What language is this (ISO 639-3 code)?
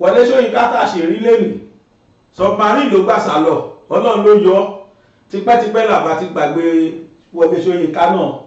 yor